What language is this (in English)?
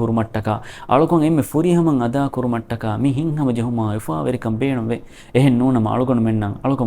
Divehi